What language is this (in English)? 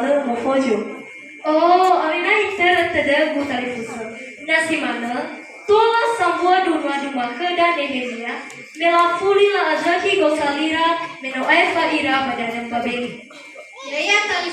Nias